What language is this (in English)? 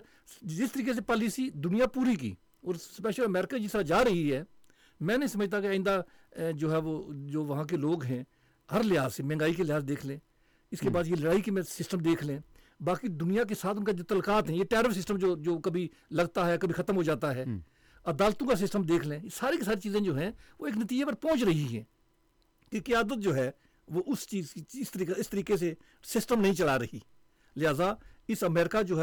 Urdu